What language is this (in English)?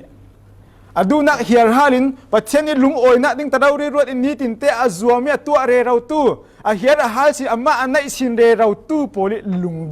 Falam Chin